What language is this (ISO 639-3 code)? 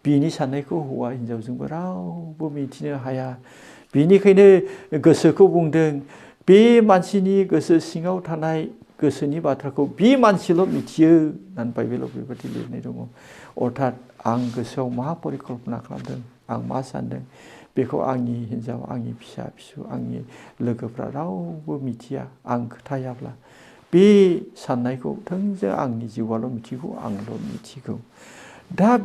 brx